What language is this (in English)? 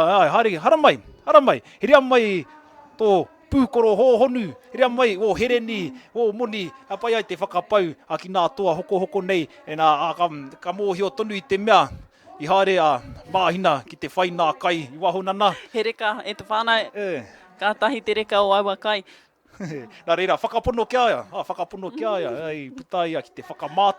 Māori